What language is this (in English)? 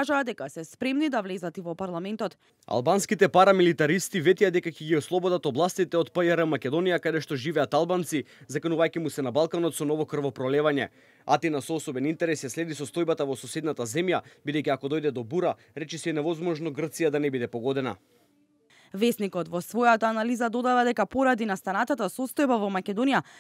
Macedonian